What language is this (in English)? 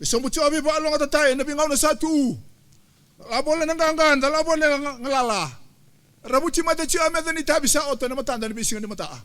Fijian